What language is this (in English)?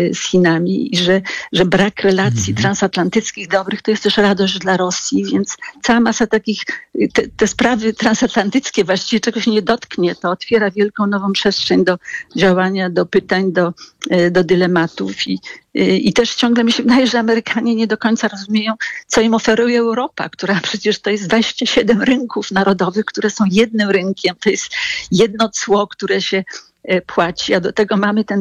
Polish